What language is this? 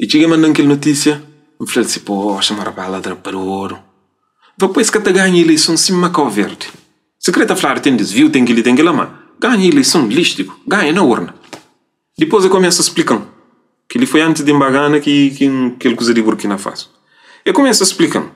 Kabuverdianu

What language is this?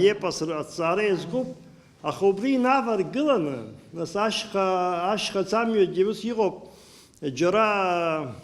Abkhazian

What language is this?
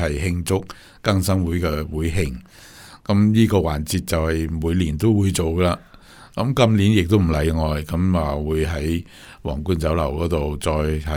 Cantonese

